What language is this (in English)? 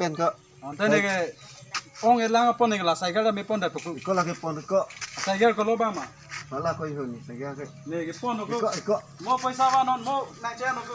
Karbi